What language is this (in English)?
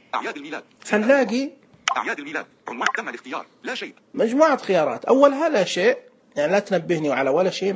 Najdi Arabic